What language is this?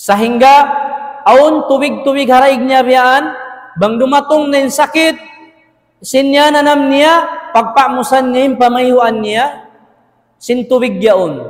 Tausug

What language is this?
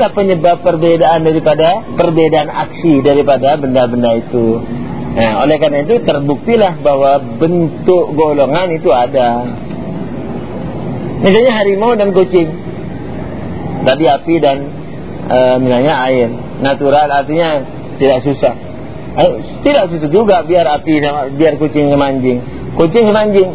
Indonesian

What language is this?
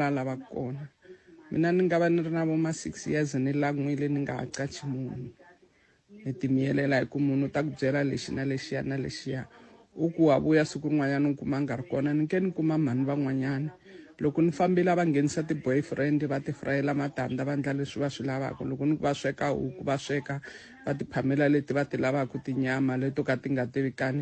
Tsonga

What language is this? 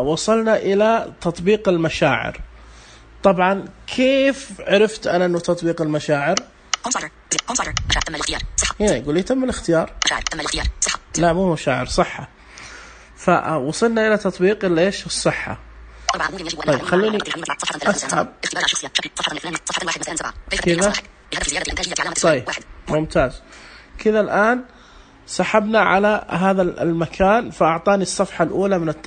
Najdi Arabic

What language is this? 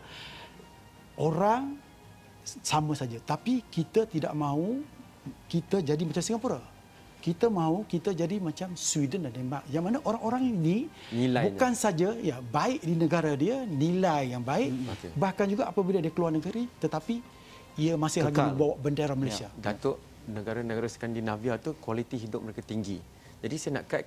Malay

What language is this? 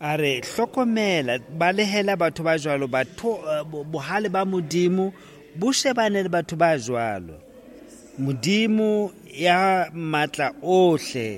Southern Sotho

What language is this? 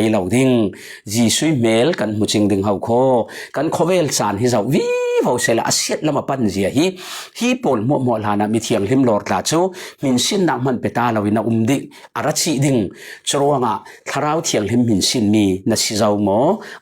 Falam Chin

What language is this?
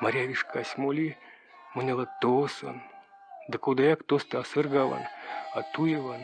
Erzya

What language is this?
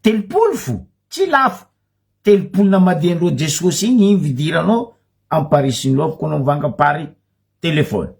Malagasy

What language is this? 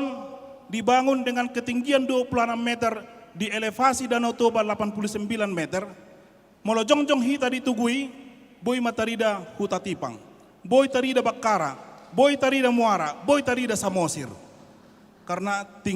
Batak Toba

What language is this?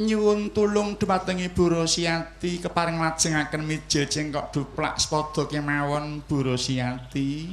Javanese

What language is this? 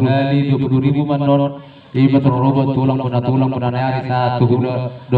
Batak Toba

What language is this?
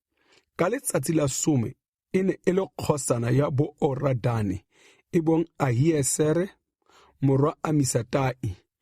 Tswana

